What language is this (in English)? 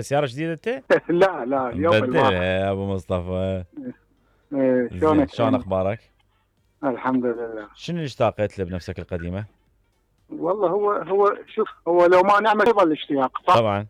Mesopotamian Arabic